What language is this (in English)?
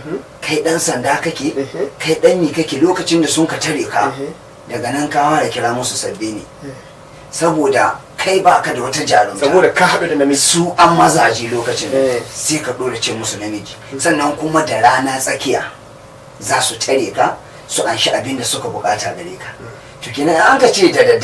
Hausa